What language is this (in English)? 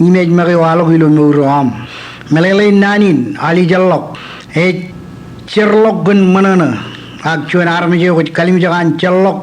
Marshallese